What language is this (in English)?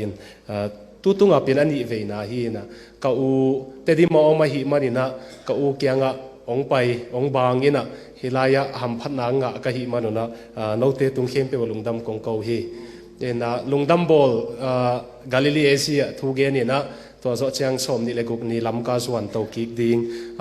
Tedim Chin